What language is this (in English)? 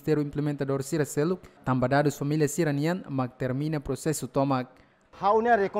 Tetum